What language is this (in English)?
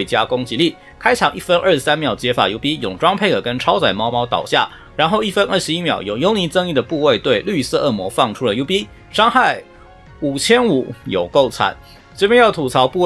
Chinese